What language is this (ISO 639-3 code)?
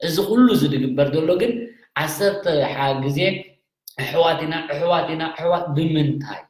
tir